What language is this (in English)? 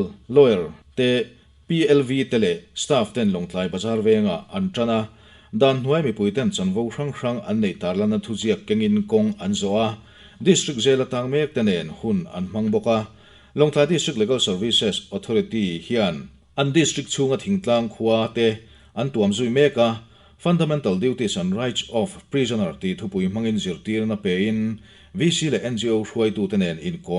Mizo